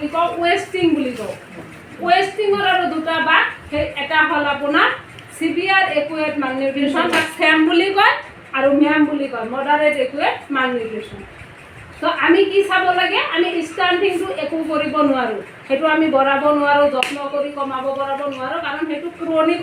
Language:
Assamese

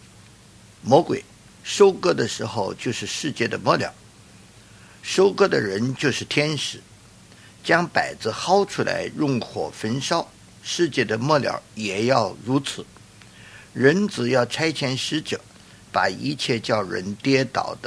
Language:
Chinese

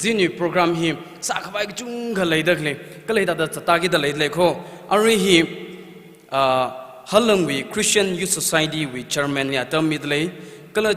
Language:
Tangkhul Naga (India)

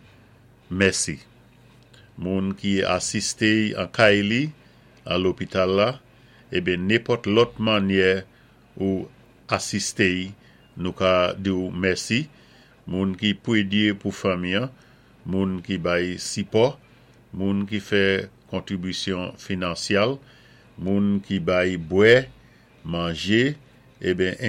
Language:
Saint Lucian Creole French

